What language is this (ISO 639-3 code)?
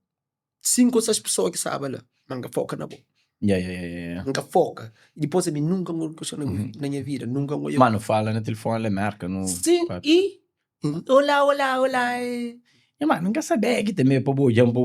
kea